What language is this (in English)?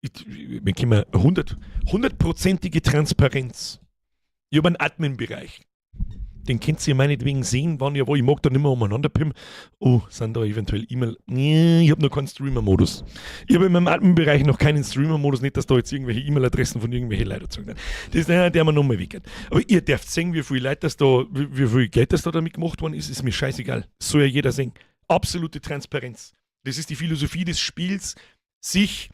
Bavarian